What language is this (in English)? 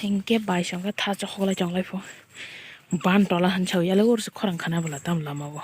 Kok Borok